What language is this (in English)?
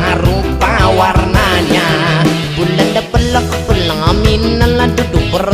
Minangkabau